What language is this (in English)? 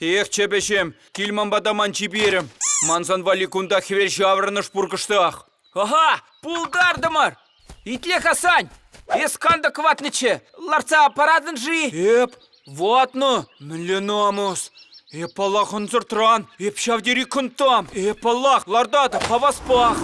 Chuvash